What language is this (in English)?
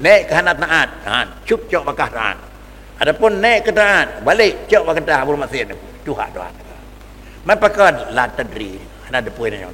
Achinese